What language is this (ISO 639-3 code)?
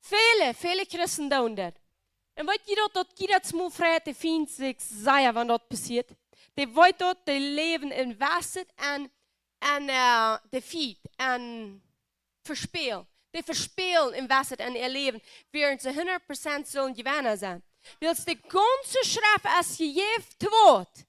pdt